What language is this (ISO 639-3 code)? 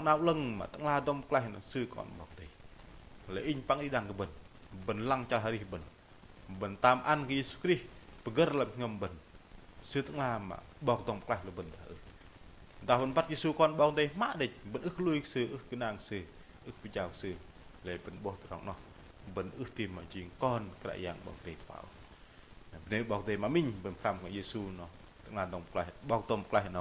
bdq